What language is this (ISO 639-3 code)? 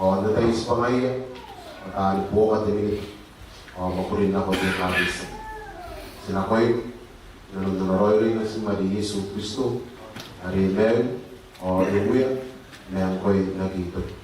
gil